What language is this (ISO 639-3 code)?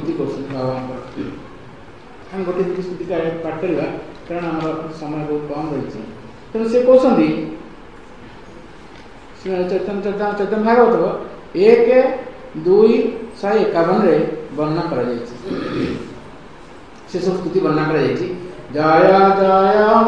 ori